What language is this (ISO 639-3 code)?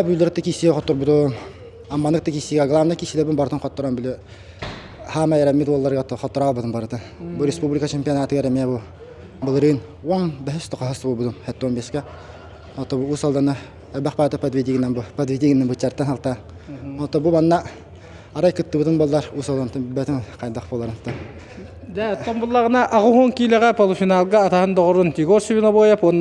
sah